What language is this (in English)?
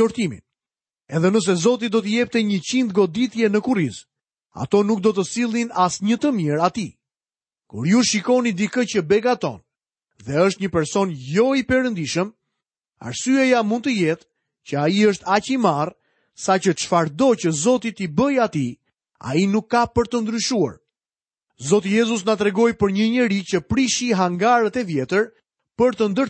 Albanian